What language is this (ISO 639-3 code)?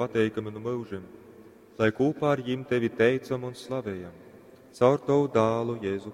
ltg